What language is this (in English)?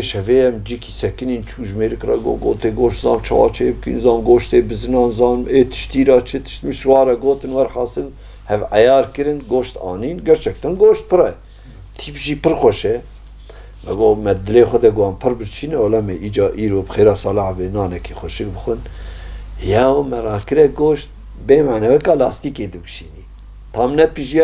Kurdish